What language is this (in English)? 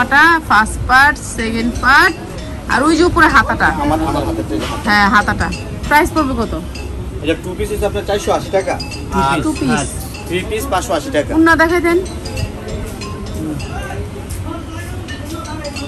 Bangla